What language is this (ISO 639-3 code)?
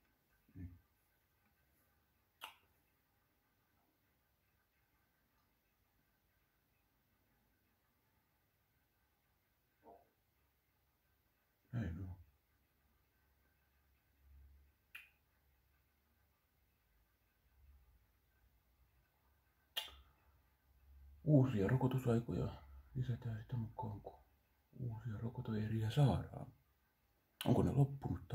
fin